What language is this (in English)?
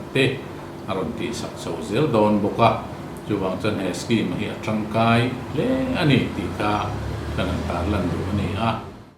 Mizo